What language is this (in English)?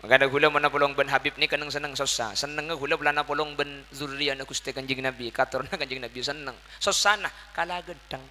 Madurese